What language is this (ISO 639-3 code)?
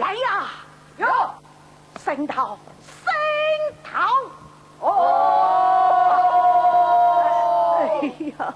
wuu